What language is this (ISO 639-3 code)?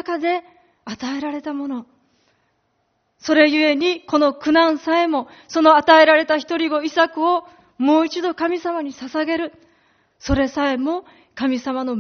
jpn